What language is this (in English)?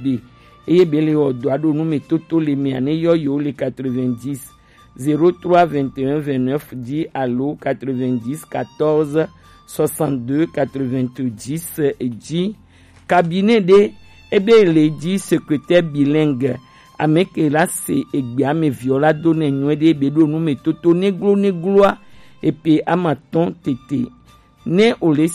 Gen